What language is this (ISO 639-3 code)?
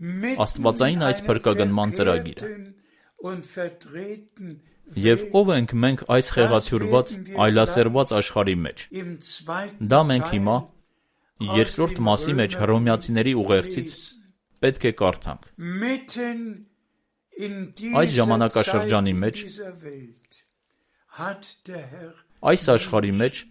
hye